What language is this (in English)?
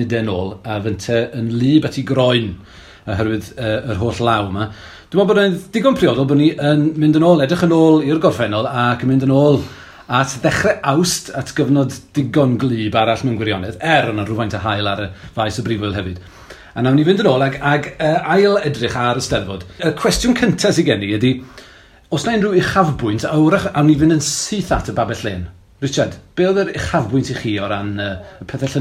Welsh